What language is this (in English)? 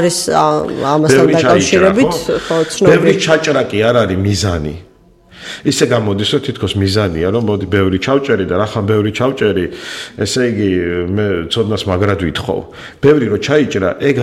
Georgian